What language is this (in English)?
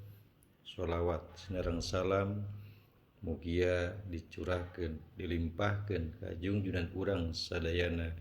Sundanese